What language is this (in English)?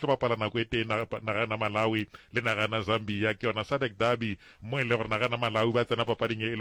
Northern Sotho